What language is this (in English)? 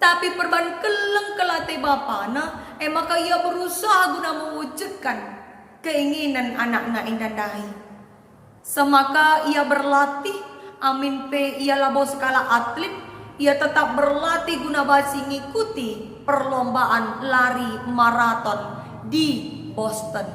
Batak Karo